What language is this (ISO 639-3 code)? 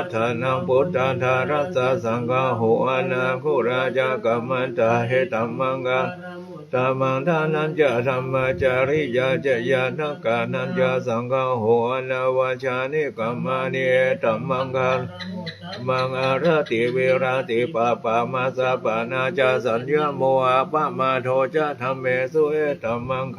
pli